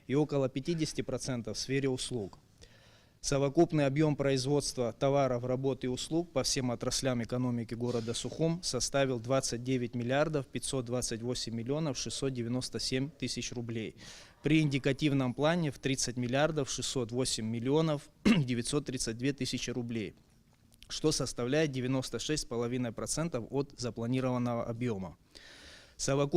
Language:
Abkhazian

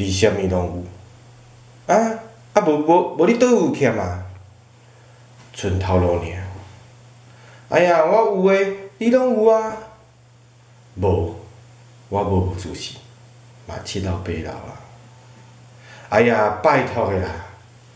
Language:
Min Nan Chinese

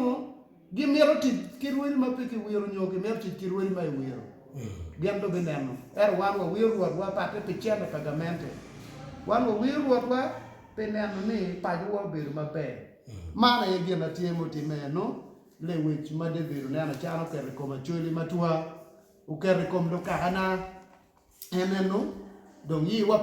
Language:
Acoli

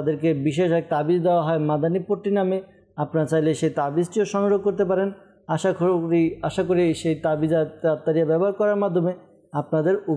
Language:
Bangla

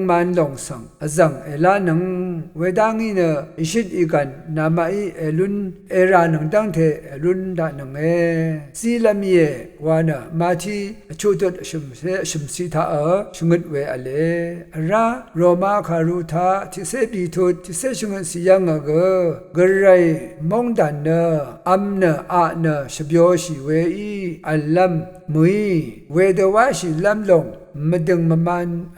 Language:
Rawang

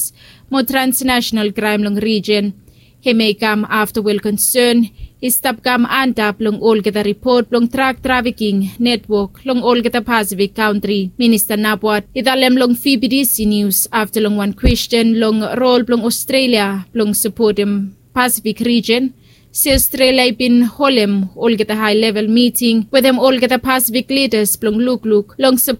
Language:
Bislama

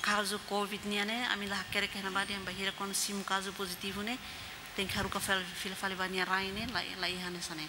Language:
Tetum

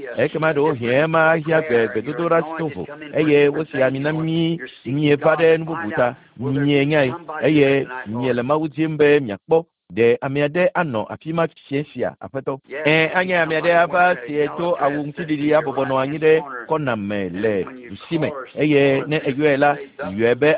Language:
Ewe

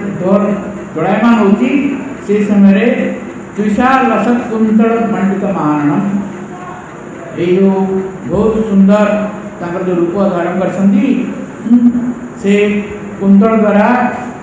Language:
Odia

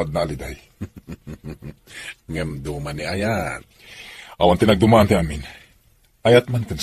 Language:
Iloko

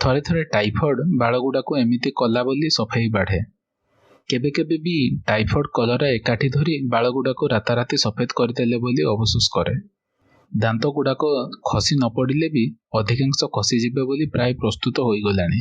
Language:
Odia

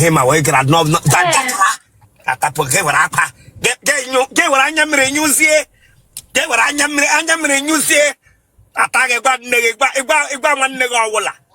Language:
Igbo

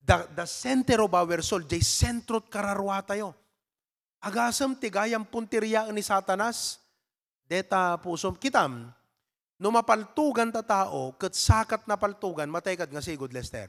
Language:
Iloko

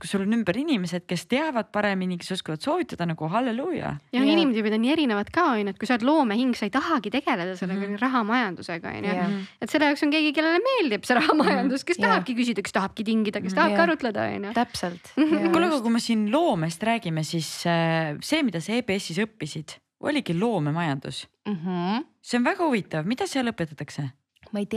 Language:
Estonian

